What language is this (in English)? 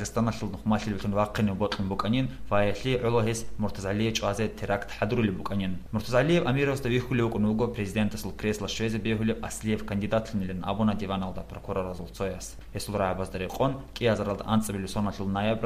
Avaric